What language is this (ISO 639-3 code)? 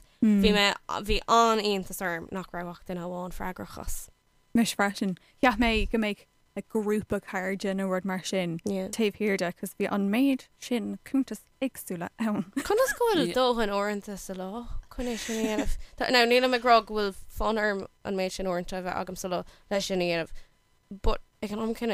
gle